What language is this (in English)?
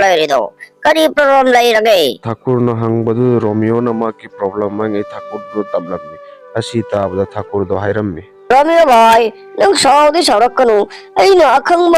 Manipuri